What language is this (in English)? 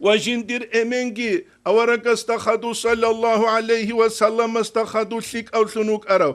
Avaric